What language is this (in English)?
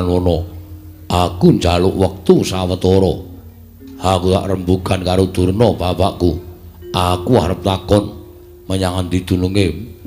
Javanese